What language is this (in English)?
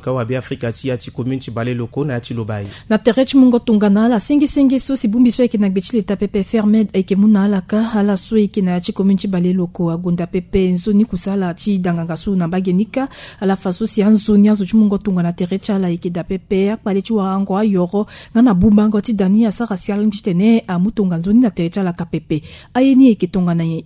Sango